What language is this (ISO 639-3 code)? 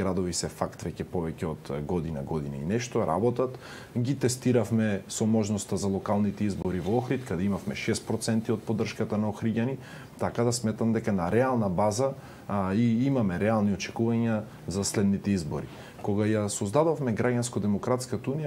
mkd